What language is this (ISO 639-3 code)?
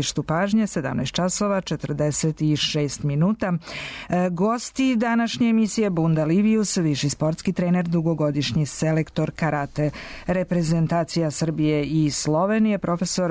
srp